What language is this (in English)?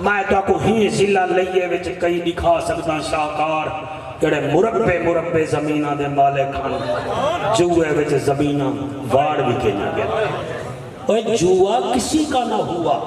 Saraiki